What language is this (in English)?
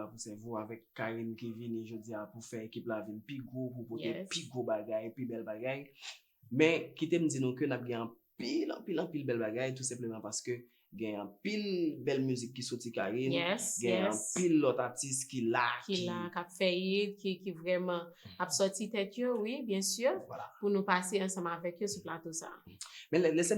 Haitian Creole